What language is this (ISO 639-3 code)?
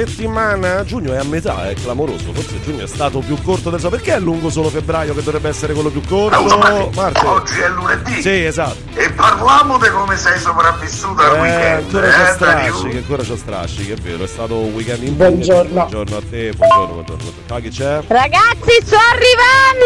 ita